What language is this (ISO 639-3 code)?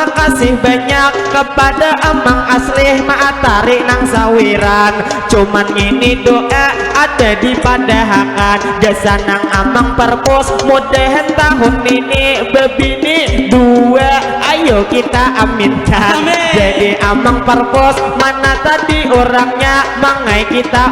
bjn